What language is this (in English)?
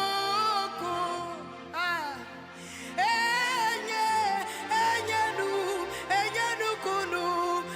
Ewe